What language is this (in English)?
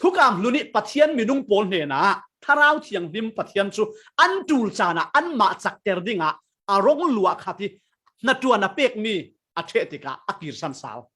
Falam Chin